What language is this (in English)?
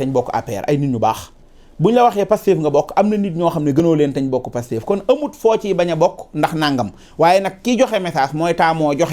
Wolof